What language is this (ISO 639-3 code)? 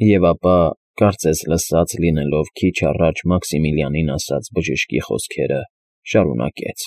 hye